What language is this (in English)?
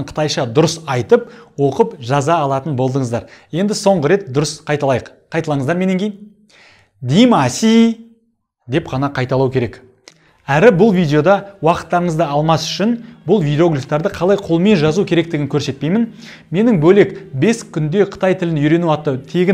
Kazakh